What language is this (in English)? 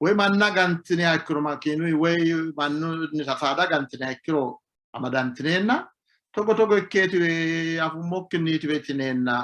Sidamo